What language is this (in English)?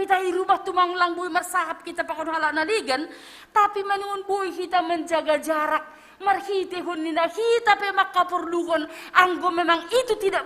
Batak Simalungun